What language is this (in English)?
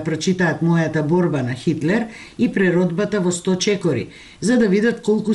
Macedonian